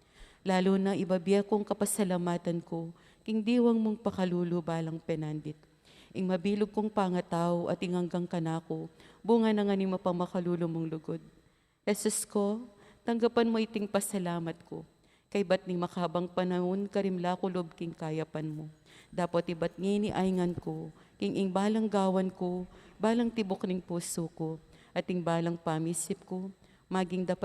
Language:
Pampanga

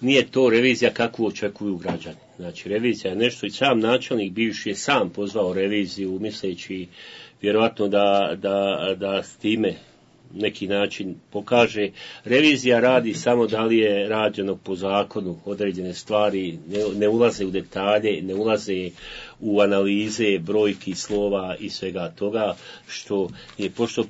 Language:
Bosnian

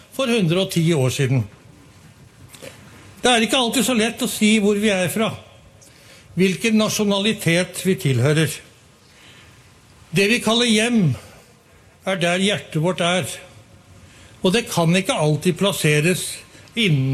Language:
Norwegian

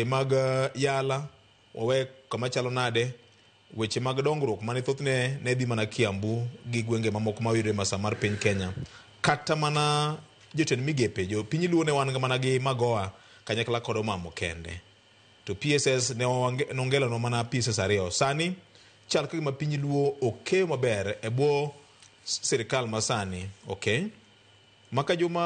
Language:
Luo (Kenya and Tanzania)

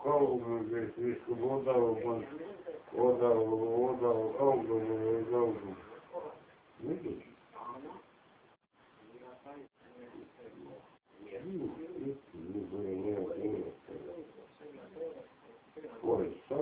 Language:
Estonian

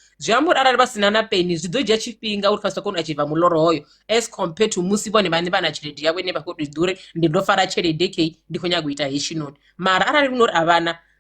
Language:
Venda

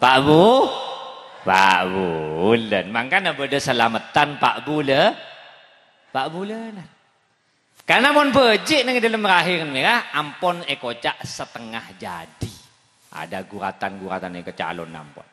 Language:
Madurese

